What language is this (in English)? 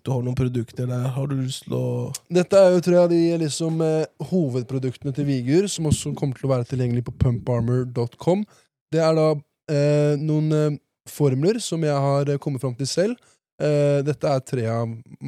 Norwegian